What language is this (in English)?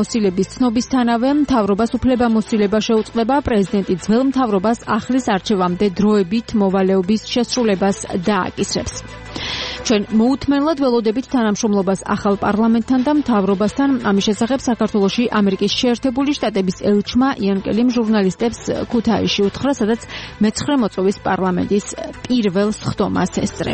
Georgian